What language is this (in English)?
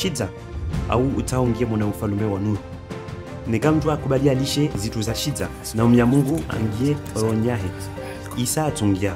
Comorian